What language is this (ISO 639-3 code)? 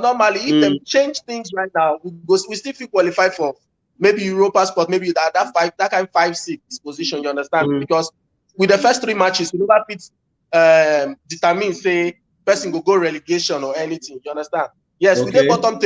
pcm